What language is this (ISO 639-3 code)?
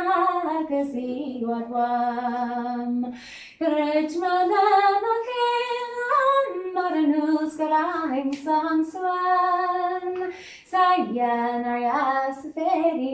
gle